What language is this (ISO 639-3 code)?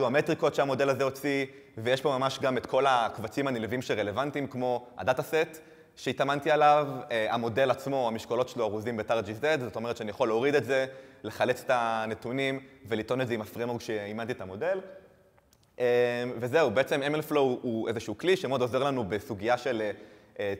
heb